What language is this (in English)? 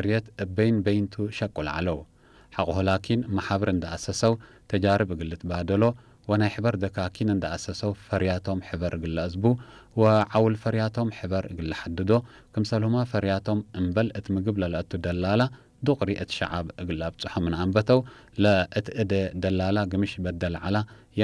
Tigre